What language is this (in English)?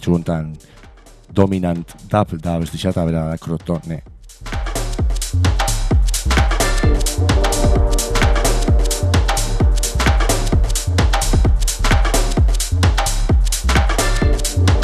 Basque